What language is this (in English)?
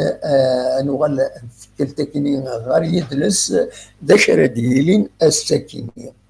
Kabyle